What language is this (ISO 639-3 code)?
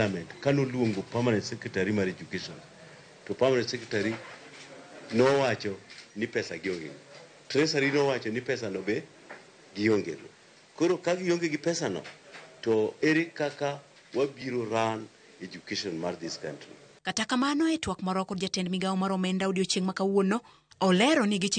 luo